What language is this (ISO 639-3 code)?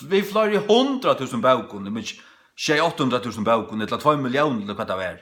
fao